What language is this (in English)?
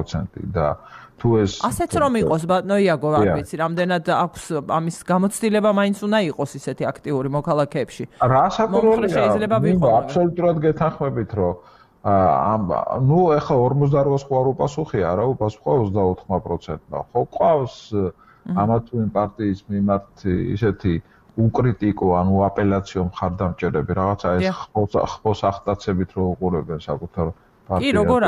Georgian